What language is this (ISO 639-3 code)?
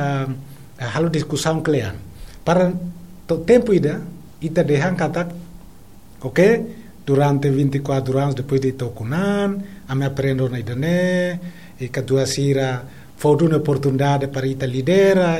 tet